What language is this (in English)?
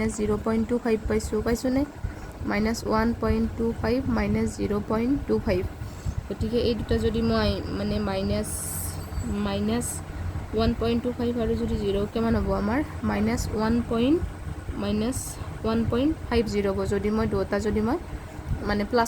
Assamese